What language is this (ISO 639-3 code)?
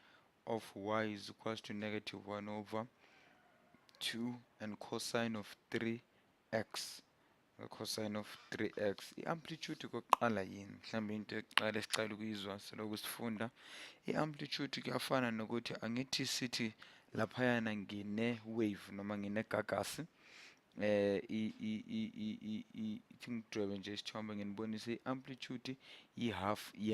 zul